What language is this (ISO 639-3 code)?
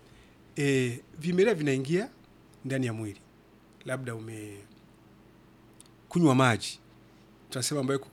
swa